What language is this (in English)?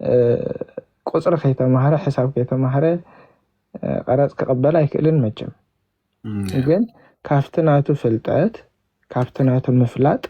Tigrinya